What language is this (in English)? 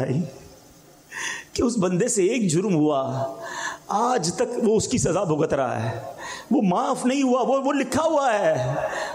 Urdu